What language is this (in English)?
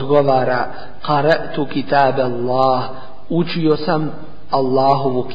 Bosnian